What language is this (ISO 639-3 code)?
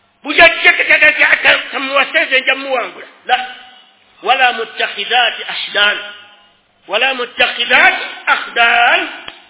lug